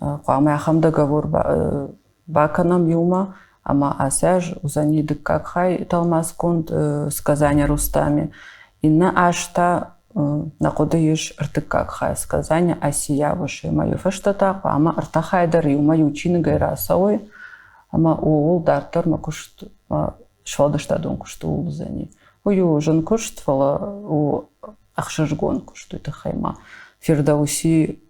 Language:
Ossetic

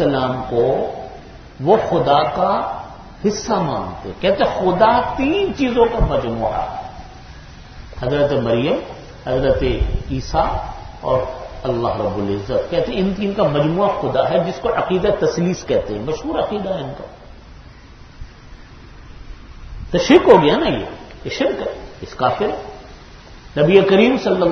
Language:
Urdu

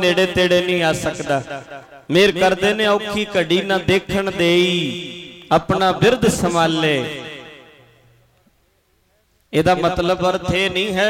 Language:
Punjabi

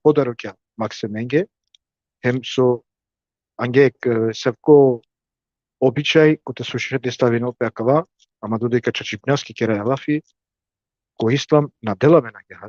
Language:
Balkan Romani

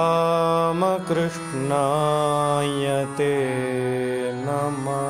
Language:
Sanskrit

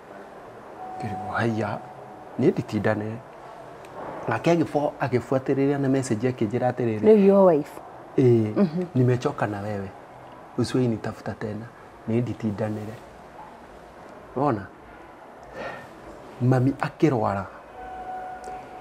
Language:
Kikuyu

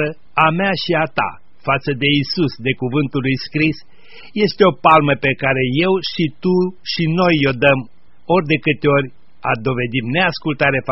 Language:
Romanian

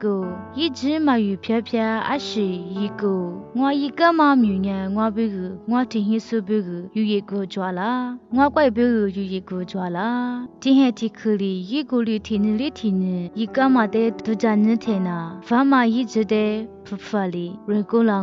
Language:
Lisu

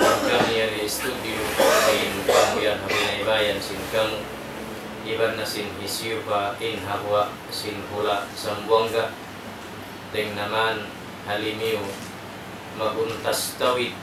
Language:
Tausug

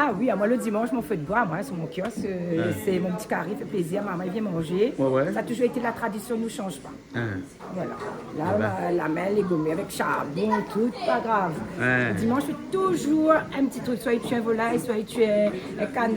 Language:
Réunion Creole French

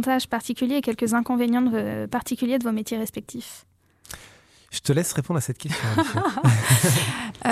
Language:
French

